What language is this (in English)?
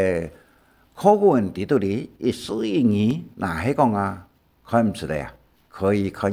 Hakka Chinese